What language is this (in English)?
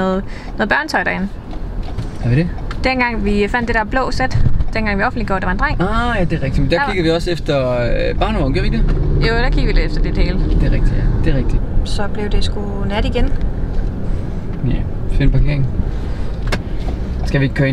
Danish